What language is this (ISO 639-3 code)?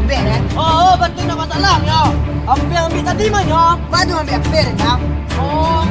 min